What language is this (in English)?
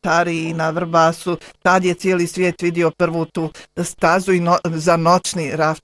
Bosnian